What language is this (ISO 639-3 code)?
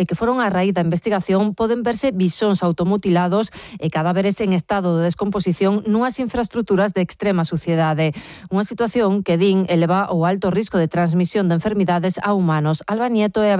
glg